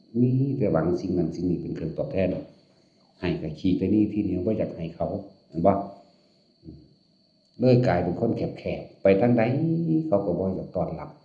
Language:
Northeastern Thai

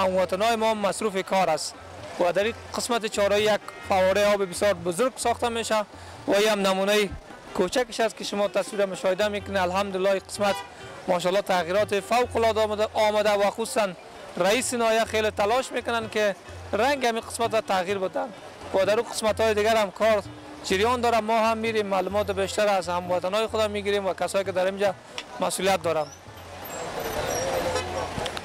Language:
Persian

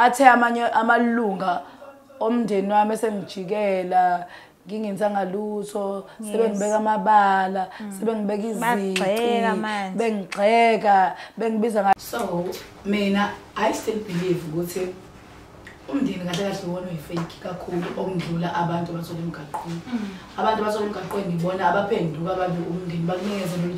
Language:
Zulu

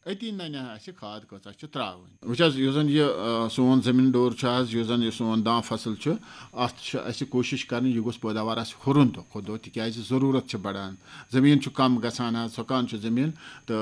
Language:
Kashmiri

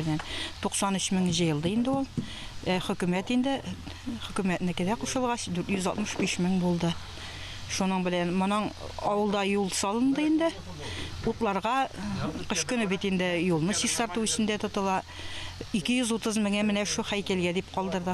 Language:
Tatar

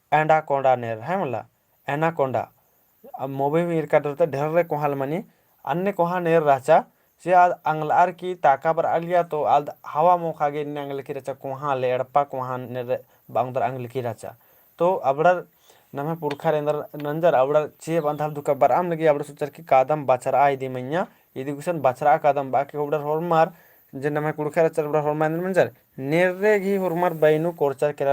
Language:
Kurukh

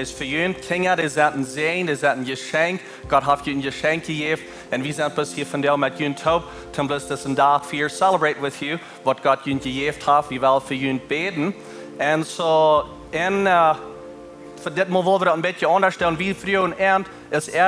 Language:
Plautdietsch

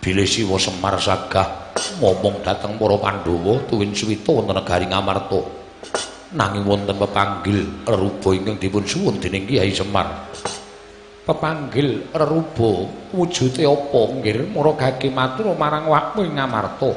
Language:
Javanese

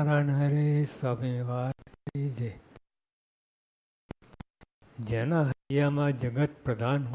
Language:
Gujarati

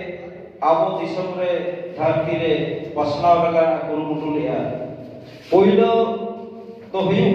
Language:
Santali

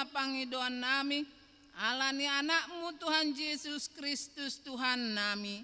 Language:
Batak Toba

